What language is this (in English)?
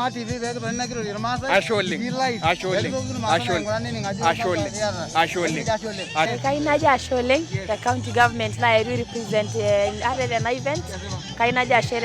Masai